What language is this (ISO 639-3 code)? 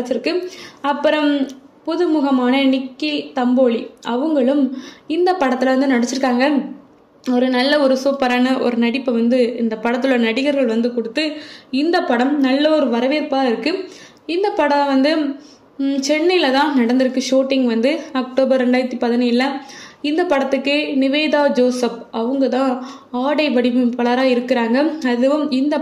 tam